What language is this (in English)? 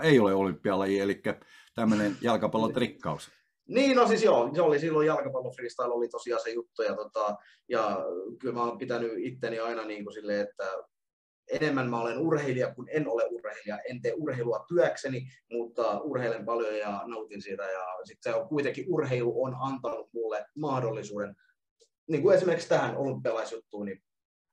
Finnish